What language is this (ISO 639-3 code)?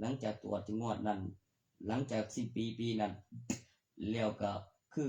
lao